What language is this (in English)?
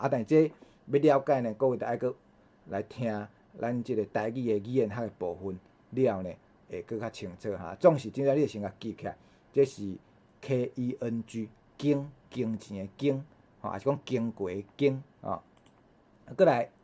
Min Nan Chinese